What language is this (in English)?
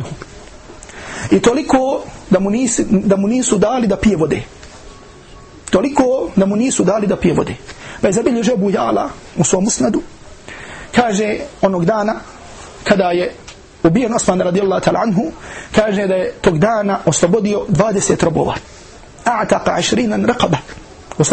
Bosnian